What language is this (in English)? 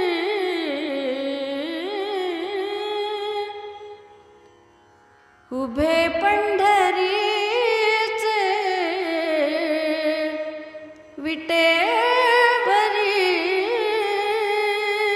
Marathi